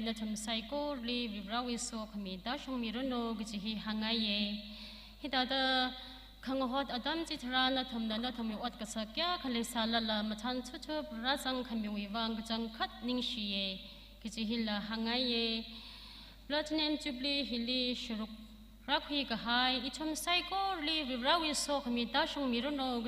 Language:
Tangkhul Naga (India)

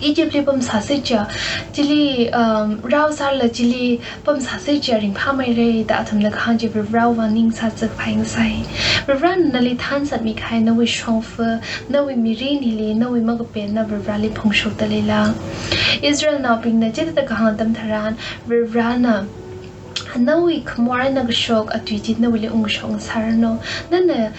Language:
Tangkhul Naga (India)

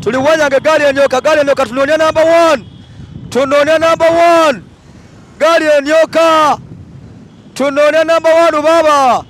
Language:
Soga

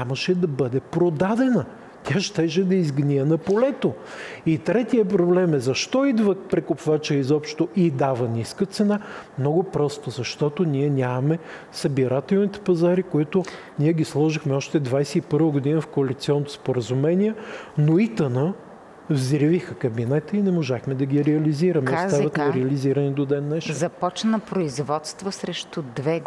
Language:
Bulgarian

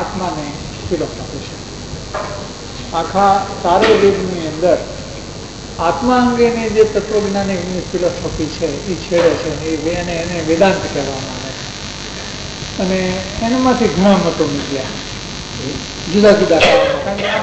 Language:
Gujarati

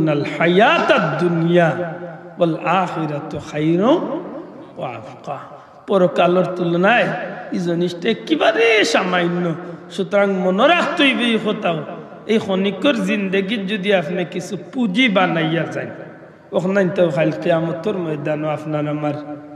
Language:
Sylheti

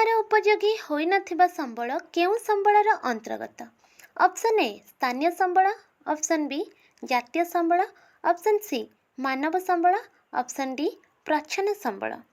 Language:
Odia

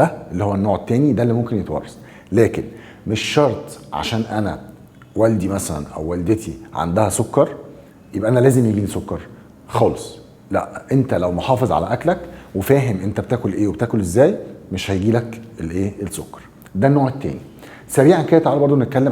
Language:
Egyptian Arabic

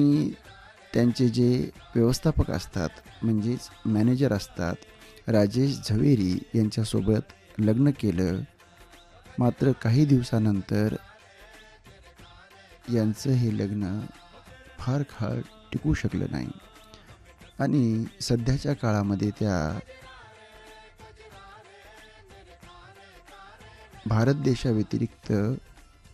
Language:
Marathi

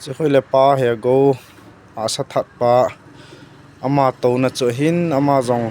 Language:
Thado Chin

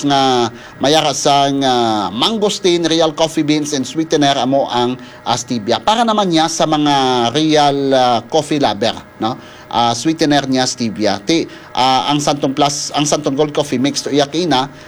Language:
Hiligaynon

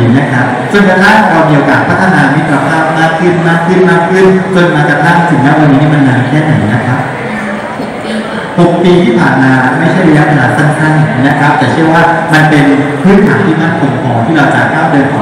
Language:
Thai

